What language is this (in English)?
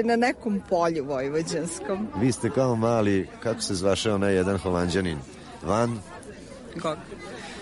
Serbian